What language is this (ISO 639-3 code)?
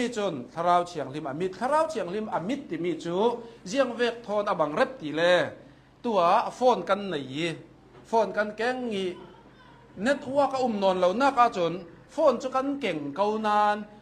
cnh